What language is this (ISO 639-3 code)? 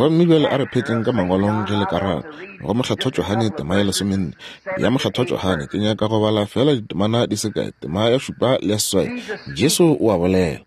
nso